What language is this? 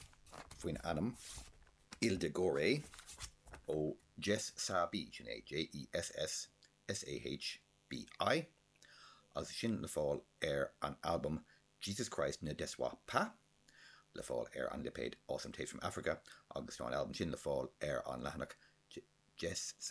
Irish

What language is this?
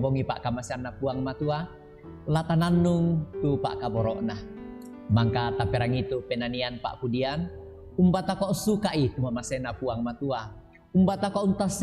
Toraja-Sa'dan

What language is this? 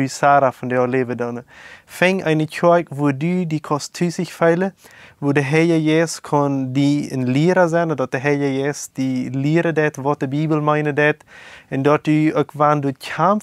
Plautdietsch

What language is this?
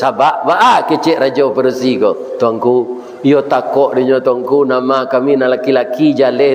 Minangkabau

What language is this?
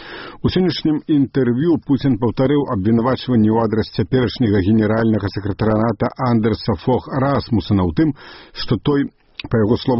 Belarusian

